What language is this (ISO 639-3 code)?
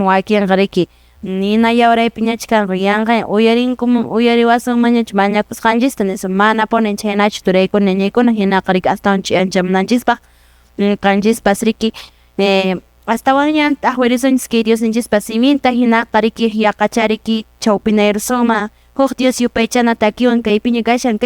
que